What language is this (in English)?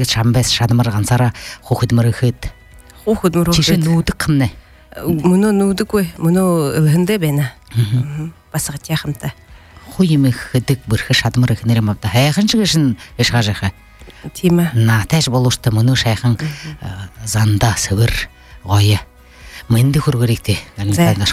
Buriat